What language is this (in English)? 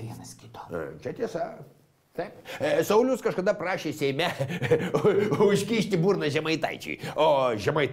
Lithuanian